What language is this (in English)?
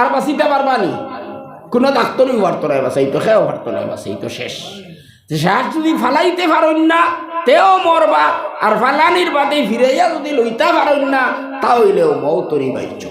Sylheti